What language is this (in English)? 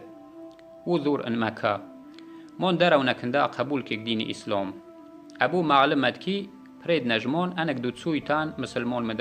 Tajik